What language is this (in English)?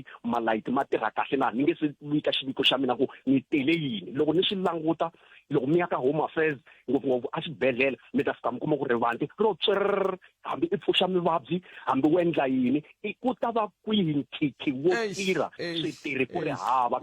Tsonga